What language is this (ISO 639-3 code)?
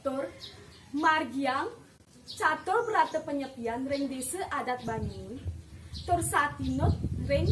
ban